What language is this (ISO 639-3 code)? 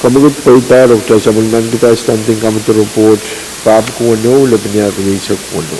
pon